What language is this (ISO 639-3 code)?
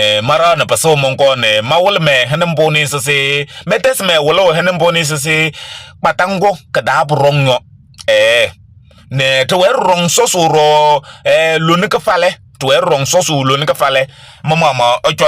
kbp